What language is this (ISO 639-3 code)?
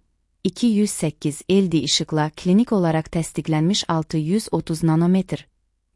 aze